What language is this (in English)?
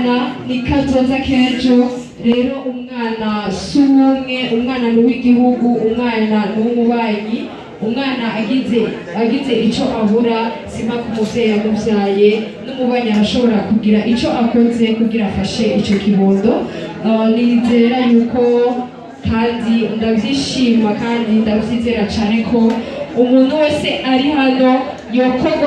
Rundi